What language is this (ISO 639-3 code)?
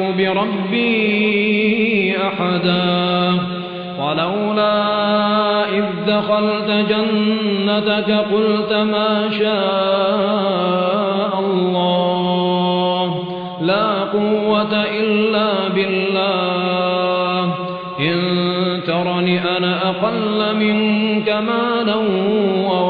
ara